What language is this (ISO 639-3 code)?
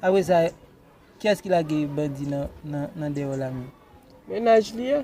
hat